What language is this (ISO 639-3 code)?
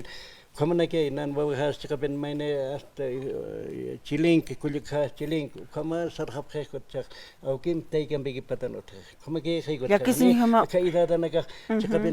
aym